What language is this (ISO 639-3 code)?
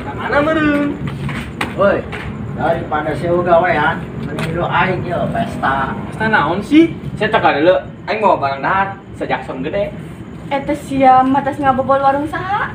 sun